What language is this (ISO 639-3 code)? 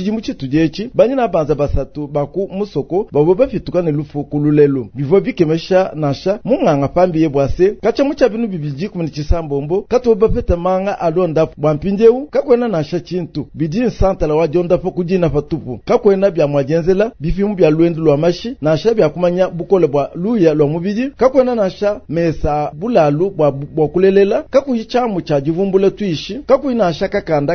lua